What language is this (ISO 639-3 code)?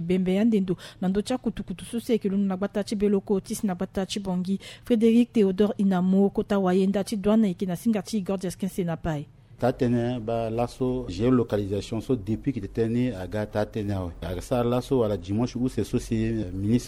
sag